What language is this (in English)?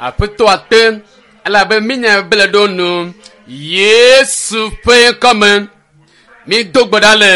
Ewe